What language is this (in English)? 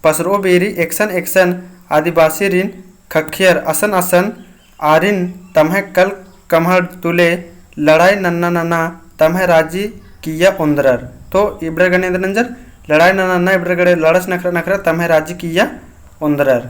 Kurukh